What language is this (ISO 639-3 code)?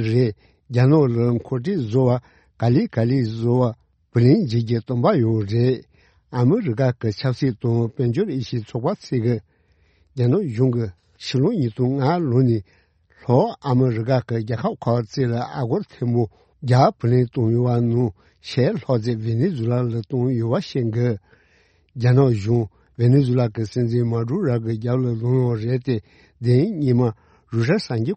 bod